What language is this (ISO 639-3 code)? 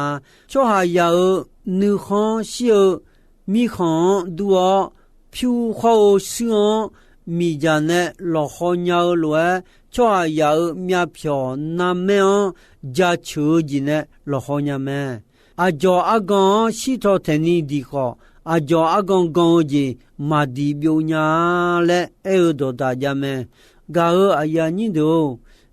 ahk